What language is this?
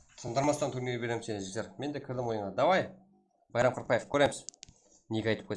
Kara-Kalpak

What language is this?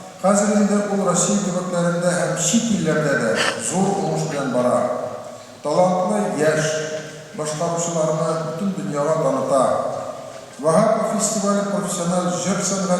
Tatar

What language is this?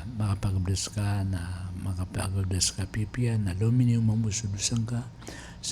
Maranao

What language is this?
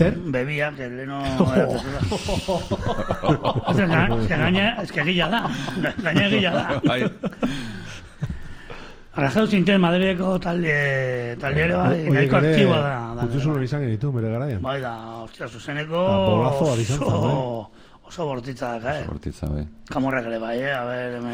Basque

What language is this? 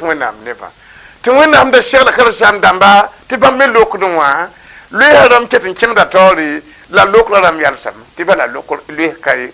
Mossi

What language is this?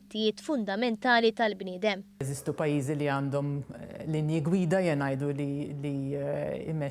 Maltese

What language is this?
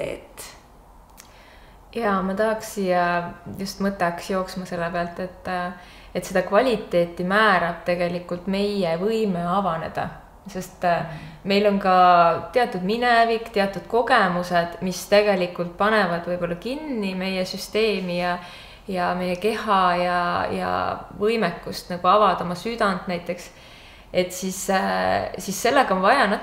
Estonian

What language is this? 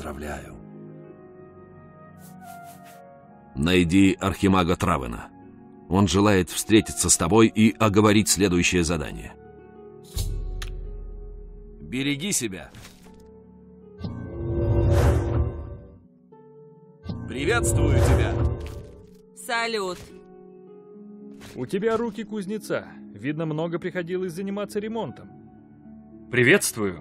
Russian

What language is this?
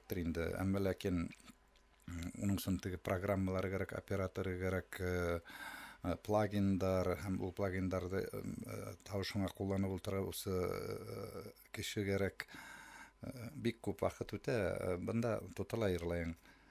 Bashkir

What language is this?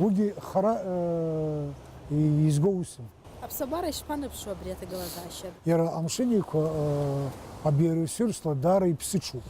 Abkhazian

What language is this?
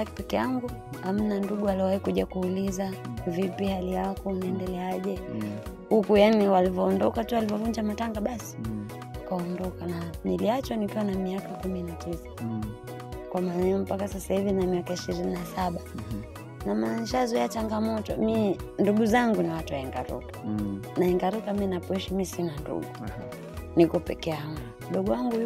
Swahili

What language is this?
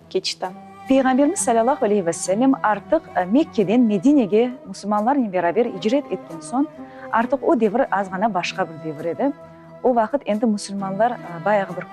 Crimean Tatar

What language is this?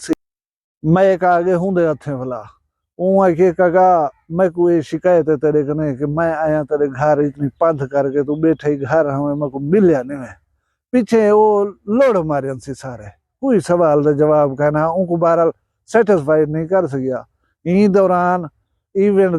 Saraiki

